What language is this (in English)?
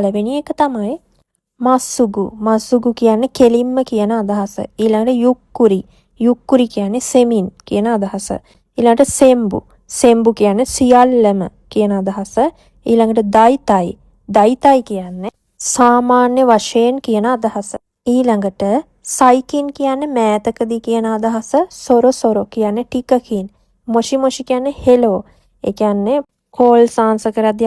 Sinhala